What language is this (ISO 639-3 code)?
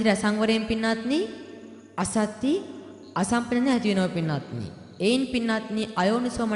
sin